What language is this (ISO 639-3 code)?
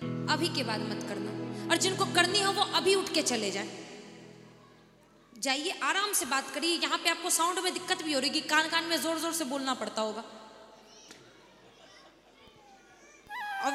hin